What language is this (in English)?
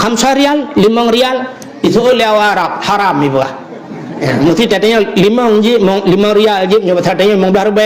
Achinese